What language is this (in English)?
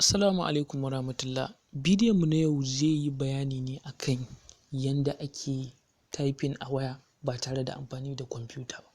Hausa